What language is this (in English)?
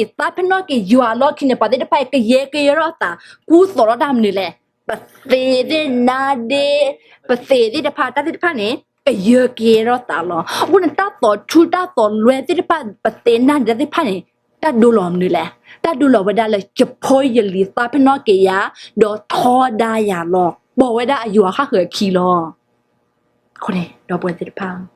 S'gaw Karen